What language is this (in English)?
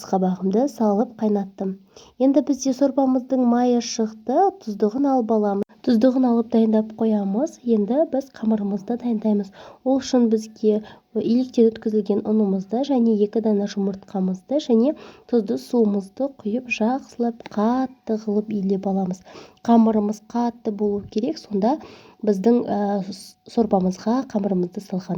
Kazakh